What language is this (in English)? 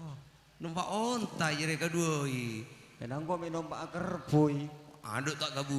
Madurese